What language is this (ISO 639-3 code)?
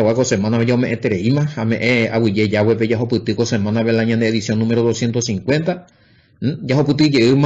grn